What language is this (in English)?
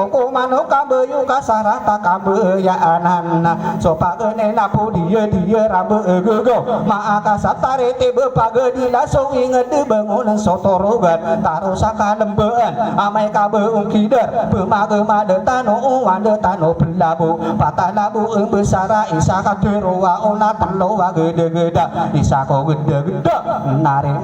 Maranao